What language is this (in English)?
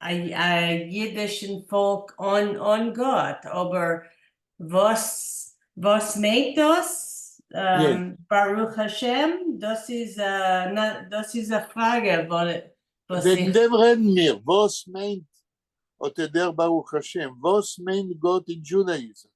Yiddish